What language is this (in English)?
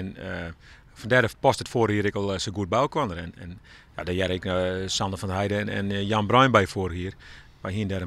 Western Frisian